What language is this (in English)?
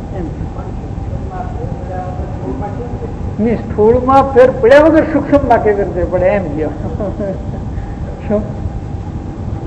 Gujarati